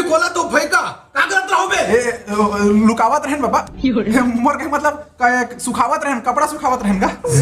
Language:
Chhattisgarhi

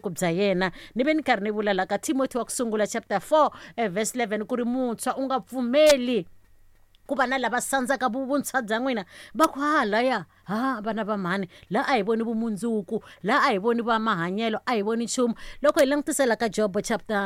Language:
Tsonga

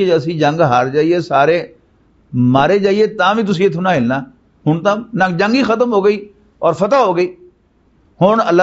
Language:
Western Panjabi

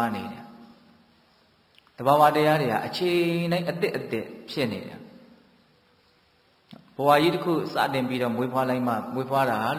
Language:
Burmese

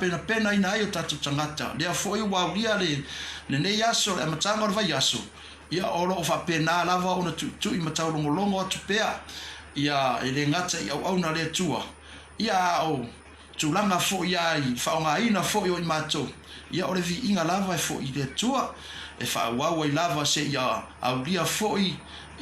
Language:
Samoan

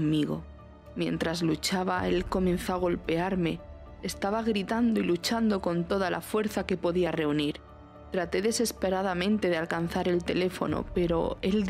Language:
Spanish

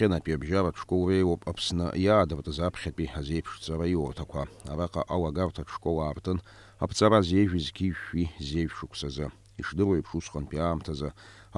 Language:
Abkhazian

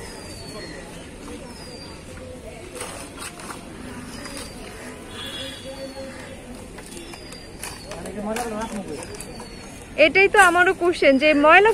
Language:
Bangla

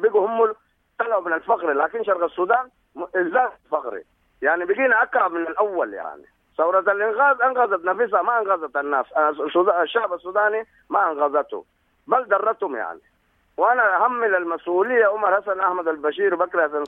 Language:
Sudanese Arabic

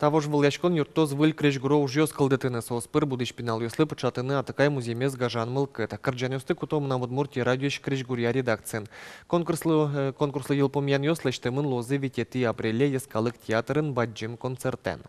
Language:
Udmurt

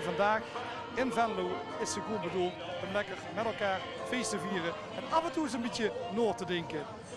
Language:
Limburgish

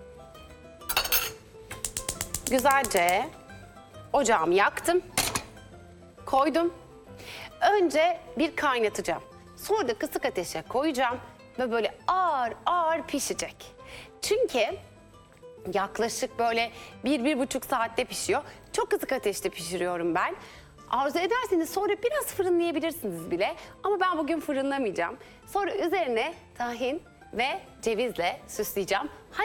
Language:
Turkish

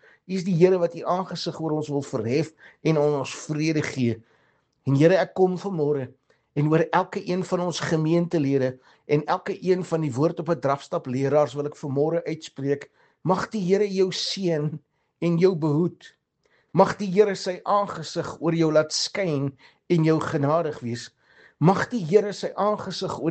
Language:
Afrikaans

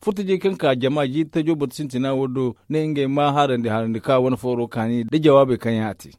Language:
Zarma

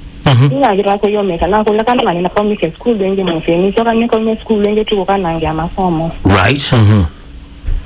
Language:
Kamba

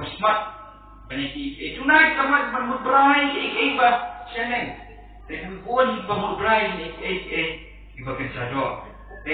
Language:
Khasi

